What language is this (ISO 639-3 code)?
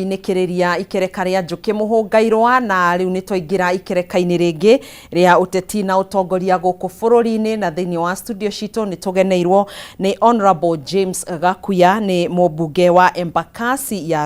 kik